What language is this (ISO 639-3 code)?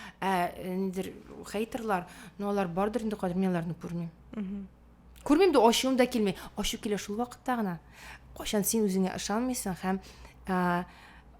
tat